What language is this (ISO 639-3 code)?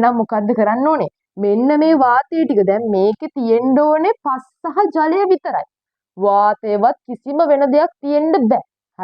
sin